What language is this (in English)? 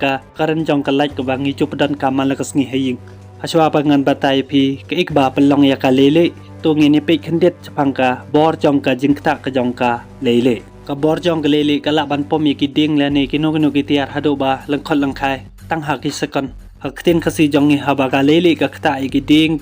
Khasi